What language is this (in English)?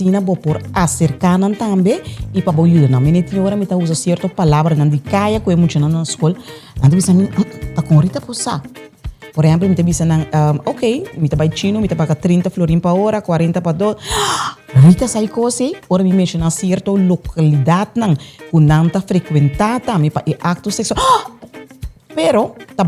Papiamento